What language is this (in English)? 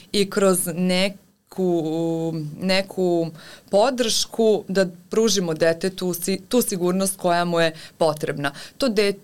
Serbian